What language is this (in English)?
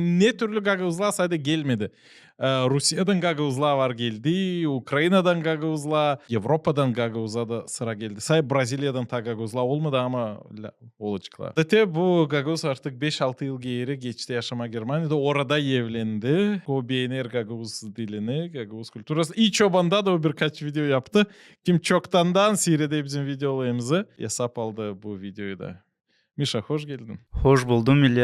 Gagauz